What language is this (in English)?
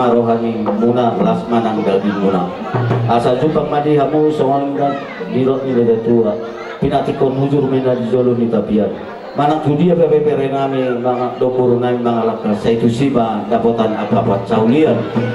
Batak Toba